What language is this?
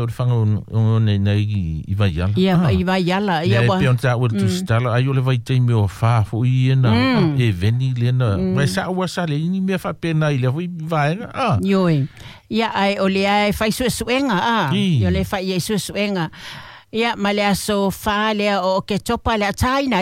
Samoan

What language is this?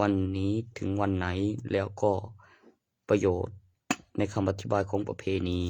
Lao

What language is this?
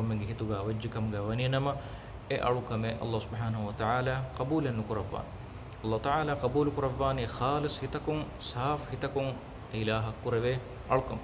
Divehi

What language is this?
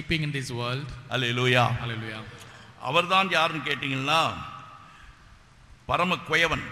Tamil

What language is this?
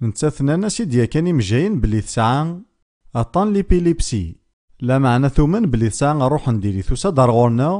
Kabyle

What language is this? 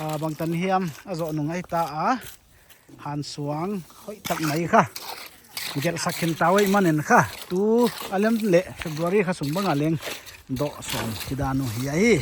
Paite Chin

